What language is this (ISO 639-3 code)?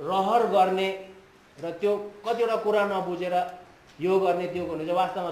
nep